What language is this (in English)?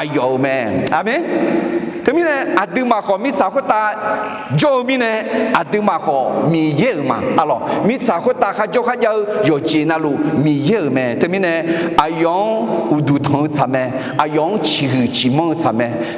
Akha